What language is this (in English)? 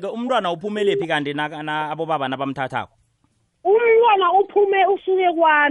South Ndebele